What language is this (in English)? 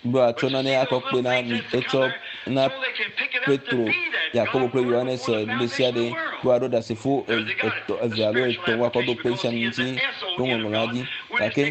Ewe